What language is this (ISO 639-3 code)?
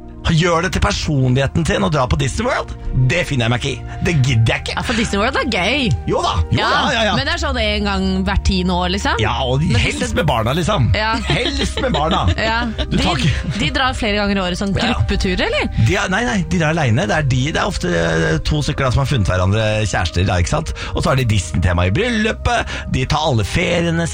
nor